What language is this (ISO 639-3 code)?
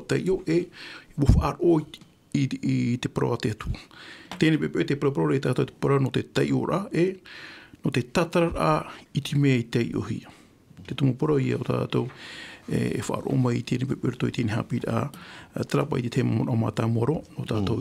tah